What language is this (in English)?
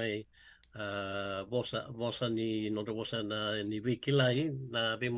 Fijian